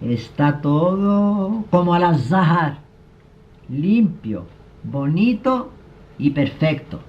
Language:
Ladino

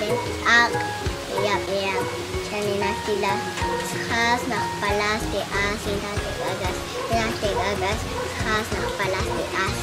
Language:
Popti'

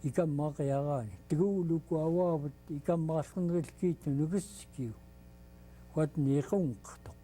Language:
Central Yupik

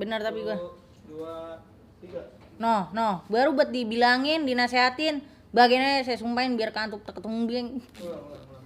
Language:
Betawi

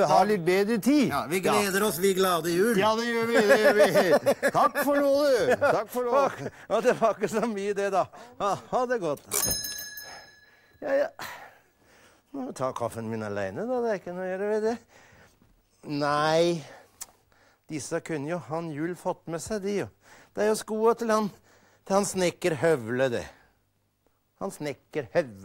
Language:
Norwegian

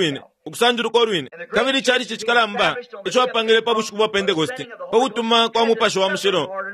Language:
Bemba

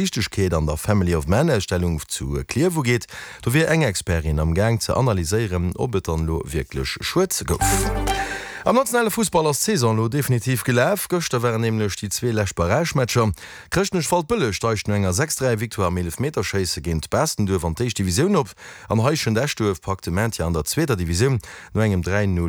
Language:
Luxembourgish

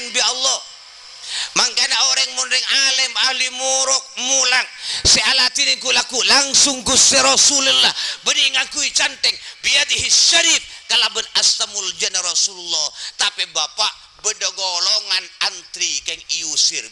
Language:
Madurese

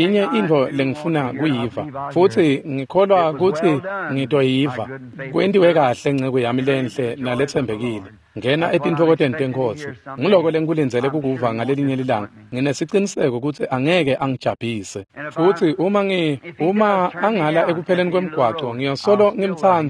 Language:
Swati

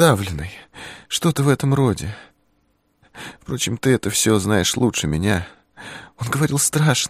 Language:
Russian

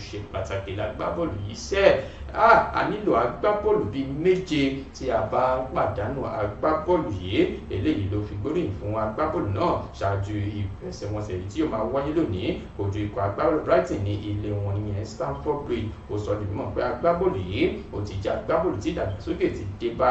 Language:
Yoruba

